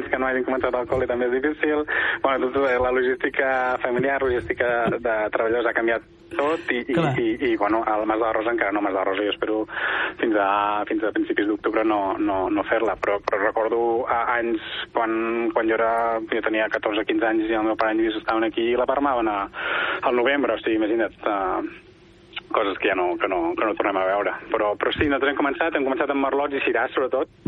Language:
Catalan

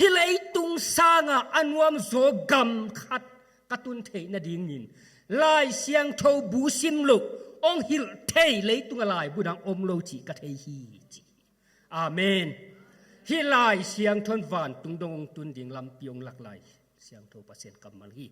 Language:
Tedim Chin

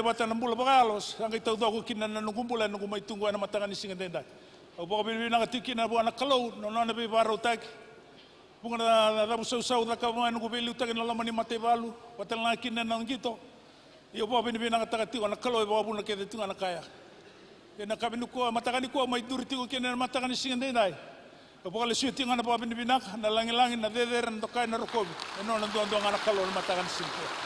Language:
Fijian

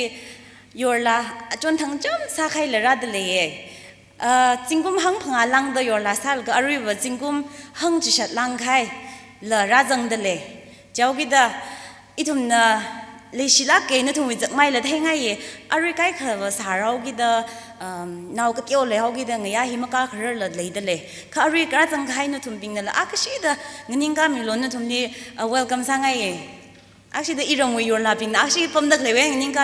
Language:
Tangkhul Naga (India)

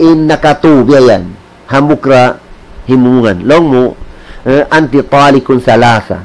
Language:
Tausug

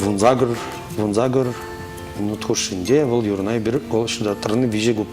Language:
Chuvash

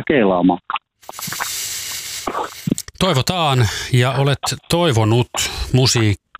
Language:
Finnish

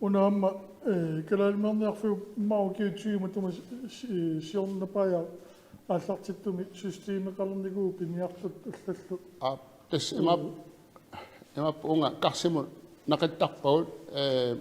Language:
Kalaallisut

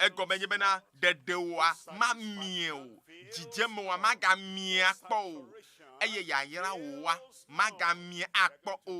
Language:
Ewe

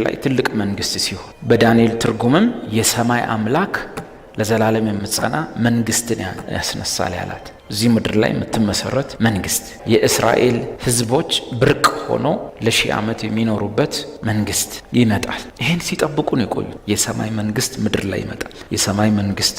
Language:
Amharic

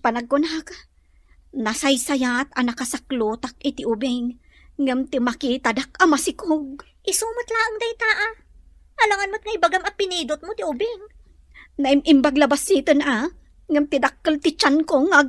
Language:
Iloko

